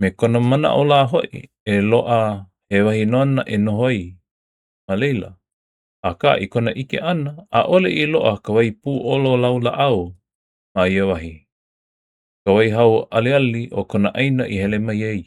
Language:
Hawaiian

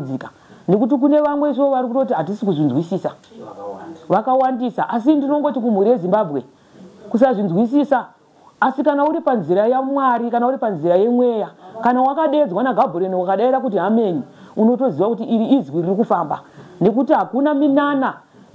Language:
Shona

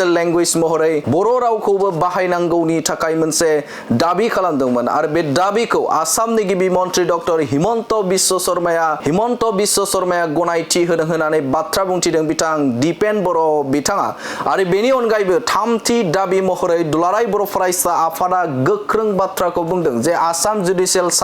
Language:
Bodo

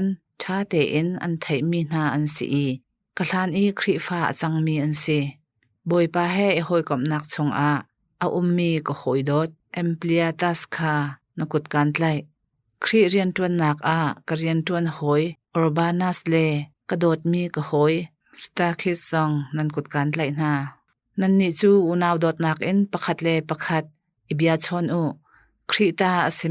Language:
Hakha Chin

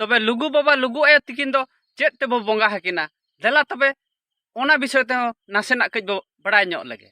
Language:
Santali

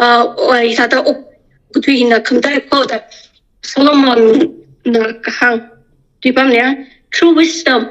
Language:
Tangkhul Naga (India)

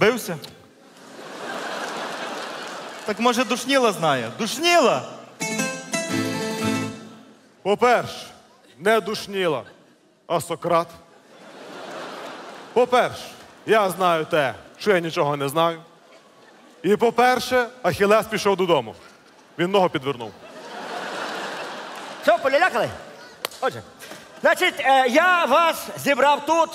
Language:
Ukrainian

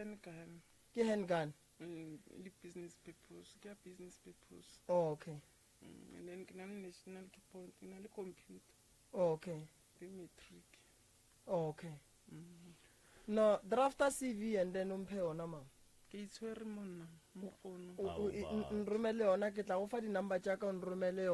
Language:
Northern Sotho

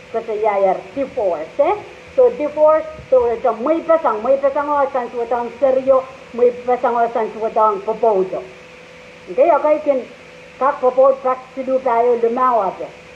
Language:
Pohnpeian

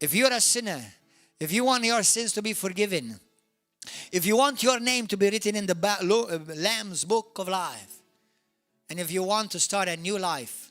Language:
English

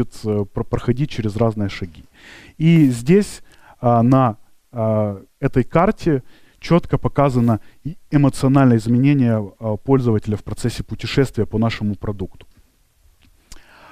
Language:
Russian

